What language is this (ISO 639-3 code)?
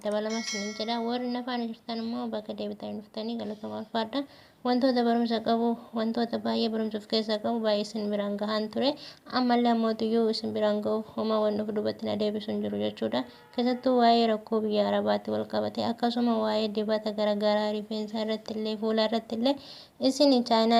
orm